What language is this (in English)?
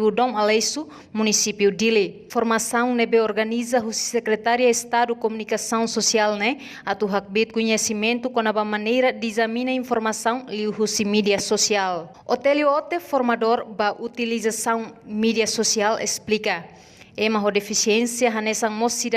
Tetum